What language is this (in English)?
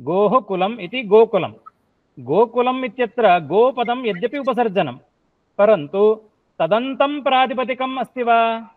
Sanskrit